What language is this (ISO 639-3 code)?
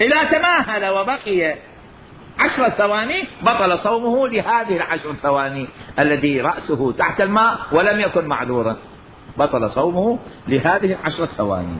acm